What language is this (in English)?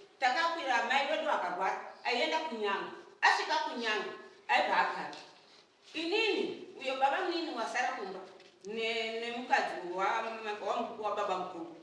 Shona